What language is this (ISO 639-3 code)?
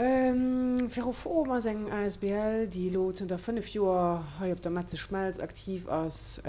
ltz